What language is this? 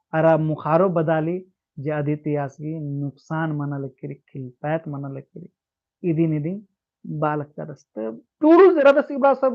Kurukh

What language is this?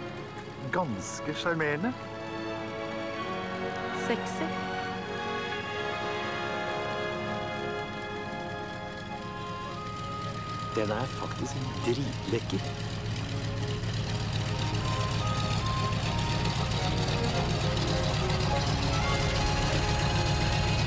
Norwegian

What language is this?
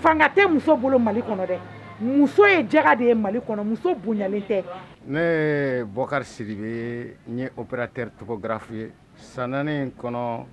Bambara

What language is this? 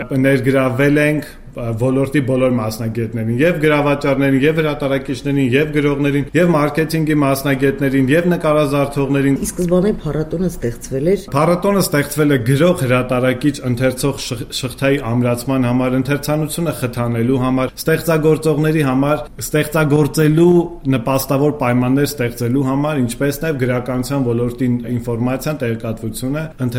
Armenian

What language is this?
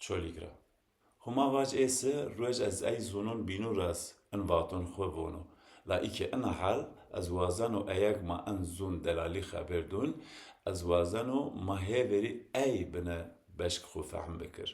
Zaza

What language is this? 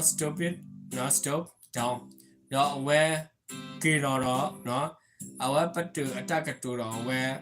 S'gaw Karen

